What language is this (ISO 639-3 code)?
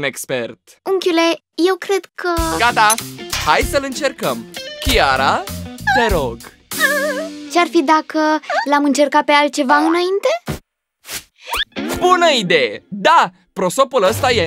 ron